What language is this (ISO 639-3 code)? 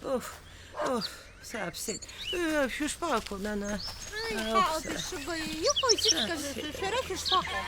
abk